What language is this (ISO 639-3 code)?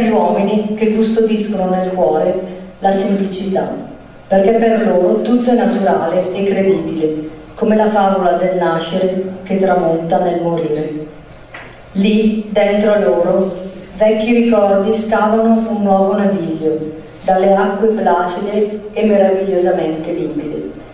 ita